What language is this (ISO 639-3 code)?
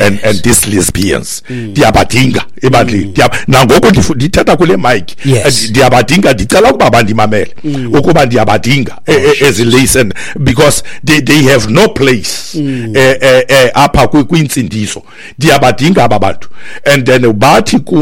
xho